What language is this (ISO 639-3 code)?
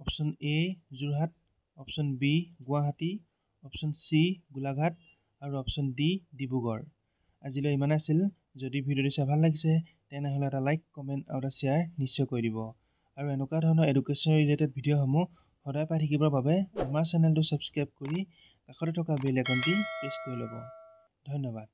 asm